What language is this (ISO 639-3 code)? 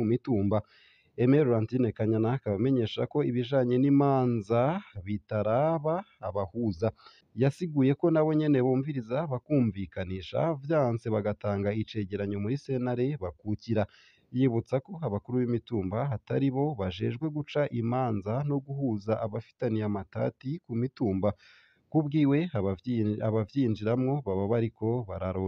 run